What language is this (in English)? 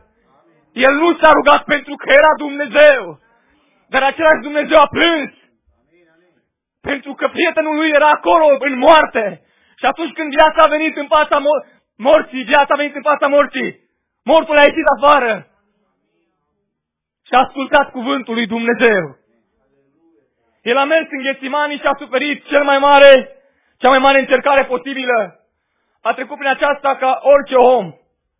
Romanian